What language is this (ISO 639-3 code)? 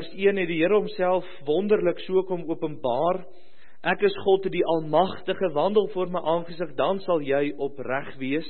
afr